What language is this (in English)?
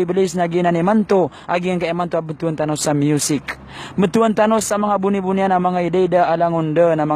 Maranao